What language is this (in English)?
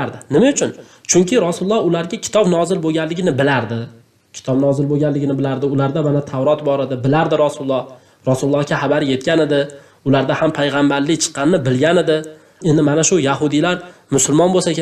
Uzbek